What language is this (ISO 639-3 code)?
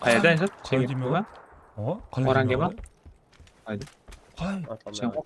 kaa